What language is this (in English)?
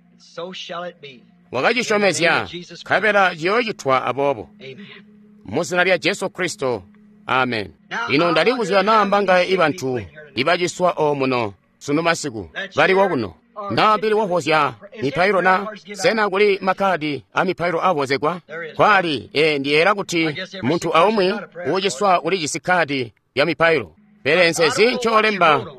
Tonga (Zambia)